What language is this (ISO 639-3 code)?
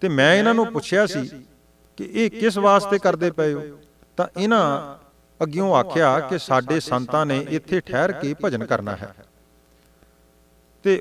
pan